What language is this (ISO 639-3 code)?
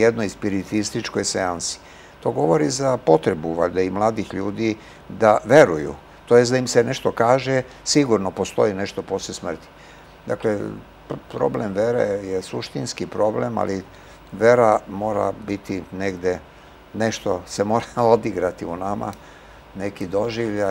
srp